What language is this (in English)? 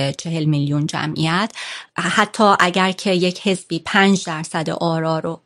Persian